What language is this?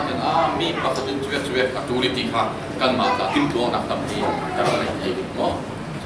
Falam Chin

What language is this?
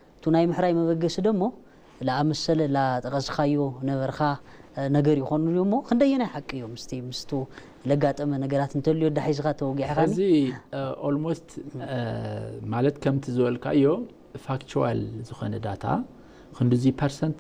Tigrinya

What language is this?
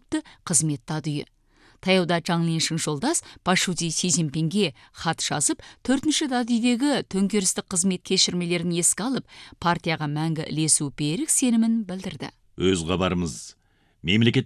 Kazakh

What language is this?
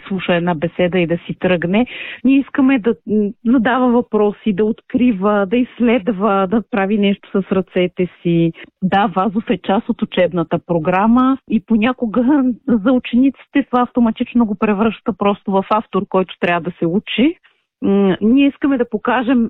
Bulgarian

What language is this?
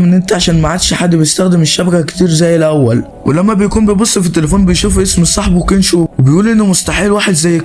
Egyptian Arabic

